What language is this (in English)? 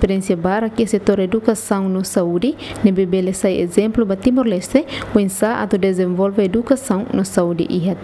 Tetum